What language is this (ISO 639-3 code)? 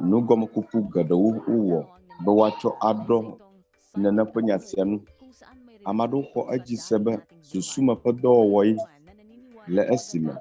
ewe